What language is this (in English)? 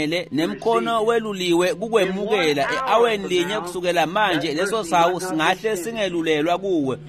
Swati